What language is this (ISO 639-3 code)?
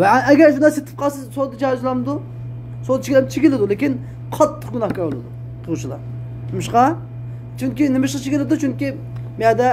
uig